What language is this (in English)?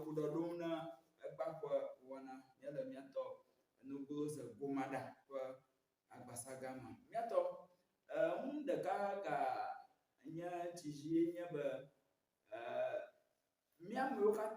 Ewe